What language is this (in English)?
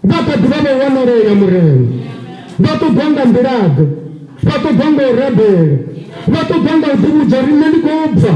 Venda